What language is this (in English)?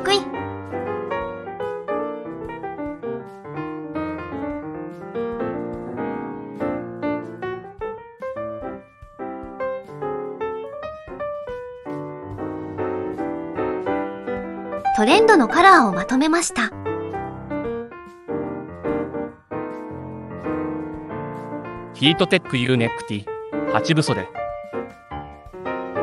Japanese